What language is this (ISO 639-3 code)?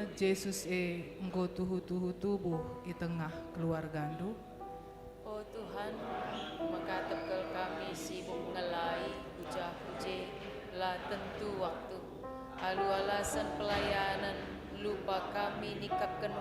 btx